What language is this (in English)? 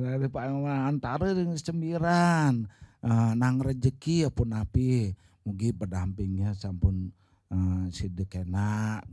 Balinese